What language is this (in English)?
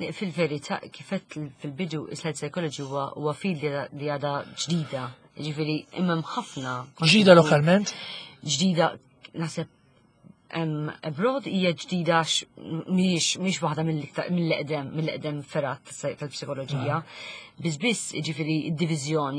Maltese